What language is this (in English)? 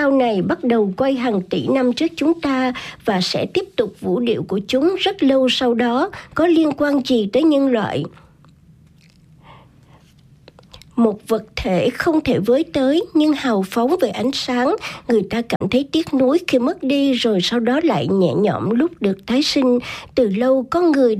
Vietnamese